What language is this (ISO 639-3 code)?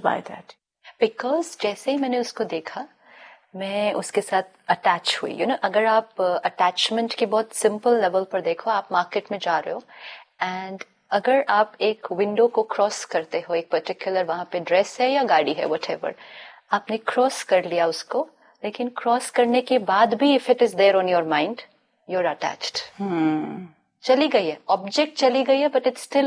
hin